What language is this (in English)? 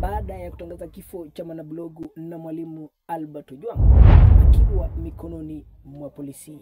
Swahili